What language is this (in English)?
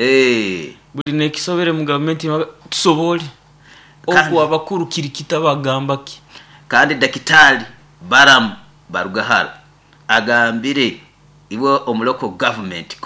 Nyoro